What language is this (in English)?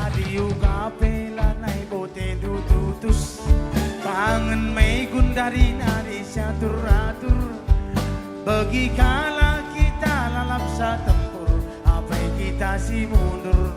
Batak Karo